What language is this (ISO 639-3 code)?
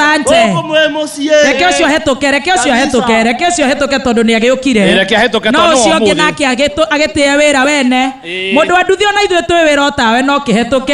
kik